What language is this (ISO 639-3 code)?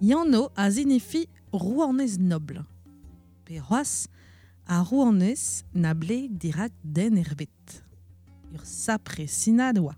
bre